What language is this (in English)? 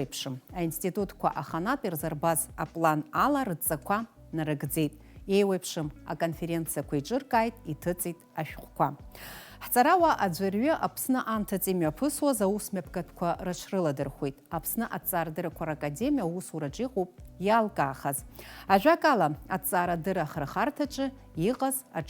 Abkhazian